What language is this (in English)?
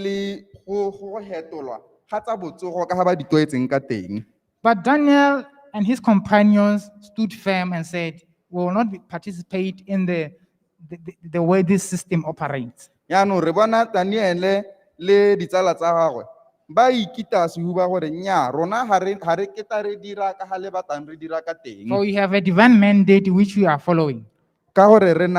Tswana